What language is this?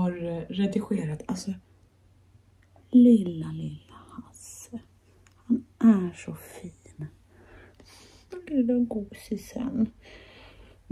Swedish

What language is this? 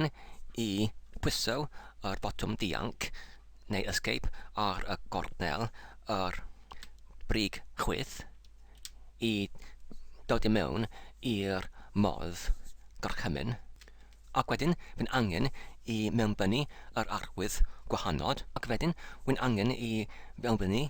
Welsh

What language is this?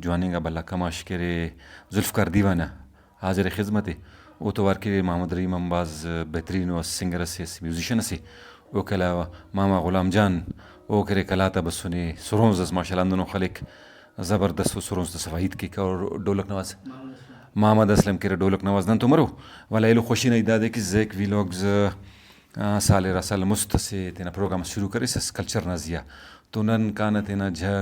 Brahui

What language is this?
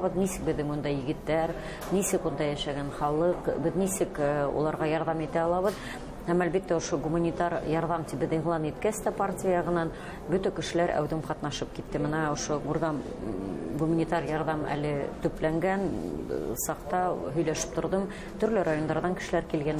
Bashkir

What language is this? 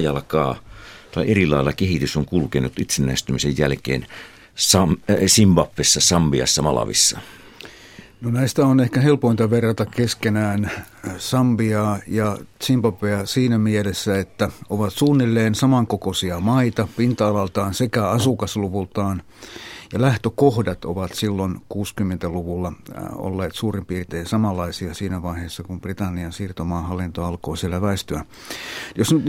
Finnish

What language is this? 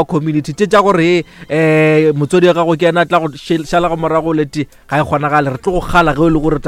Northern Sotho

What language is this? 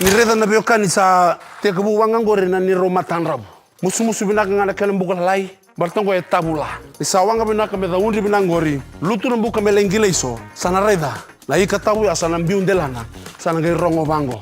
Fijian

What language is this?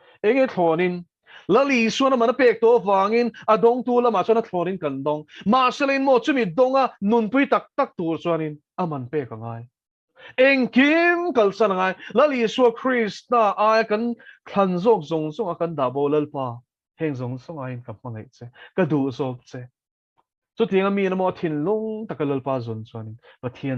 Mizo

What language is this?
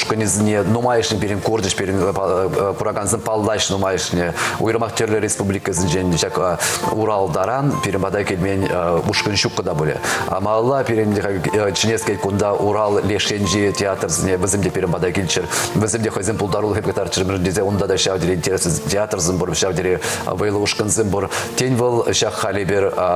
Chuvash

